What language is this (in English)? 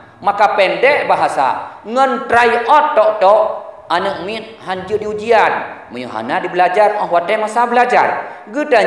Achinese